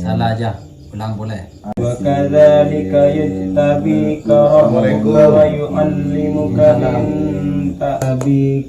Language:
Madurese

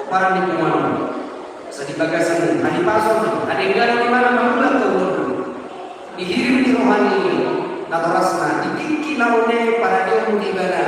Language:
Batak Toba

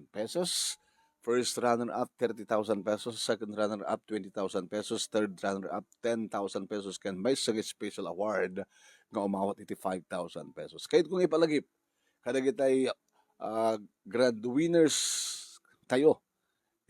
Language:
Iloko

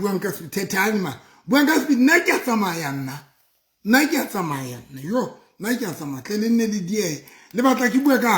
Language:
Southern Sotho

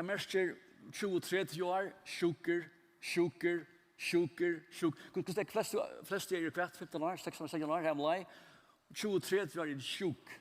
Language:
Faroese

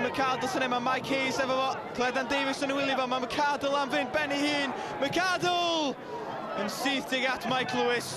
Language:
Welsh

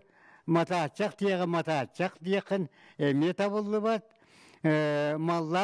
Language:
Yakut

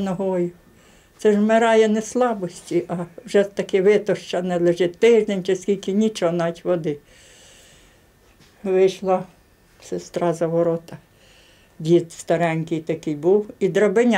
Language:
Ukrainian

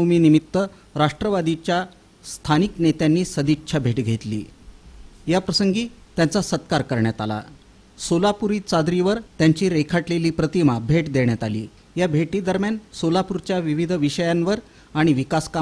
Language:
Marathi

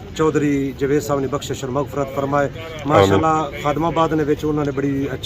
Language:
Pahari-Potwari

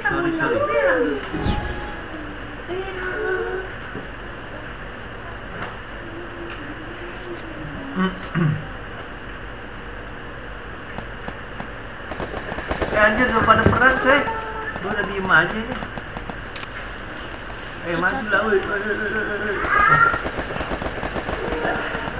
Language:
Indonesian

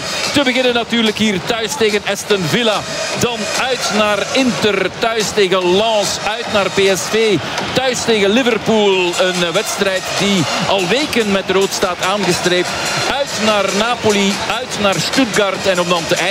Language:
Dutch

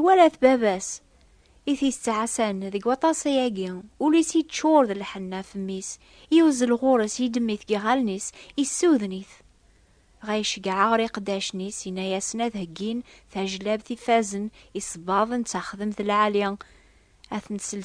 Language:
Kabyle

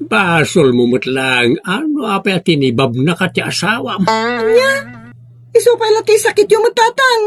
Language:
Iloko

